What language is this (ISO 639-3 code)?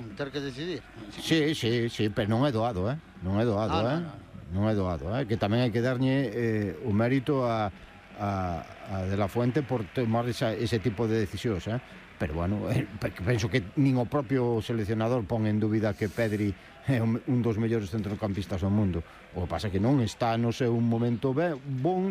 glg